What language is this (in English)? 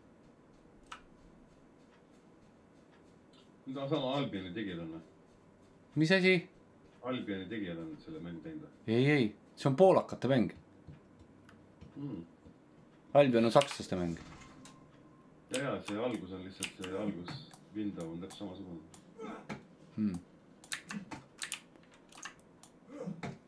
Estonian